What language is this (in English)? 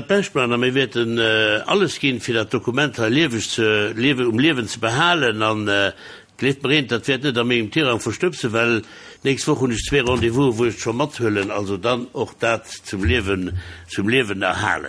Luxembourgish